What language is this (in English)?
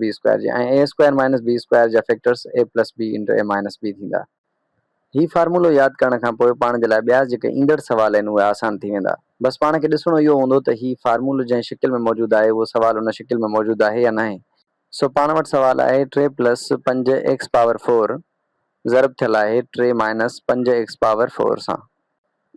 Sindhi